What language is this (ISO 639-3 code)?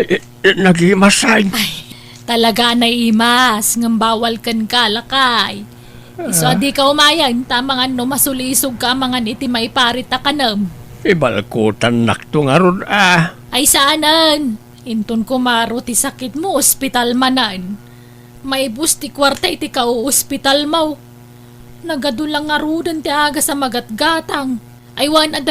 ilo